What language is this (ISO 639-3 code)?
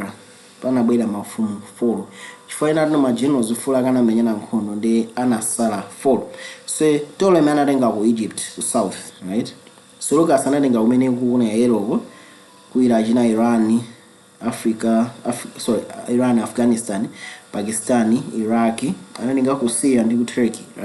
nya